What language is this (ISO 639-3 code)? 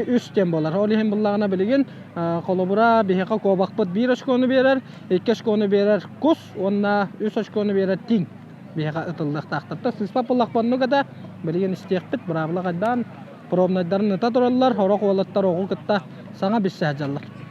sah